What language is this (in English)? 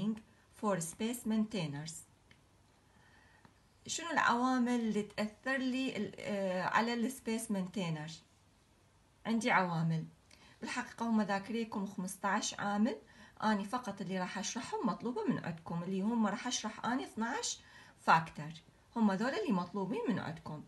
Mesopotamian Arabic